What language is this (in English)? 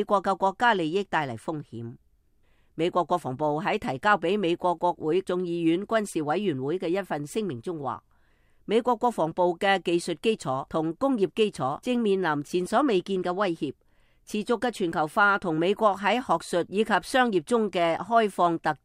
Cantonese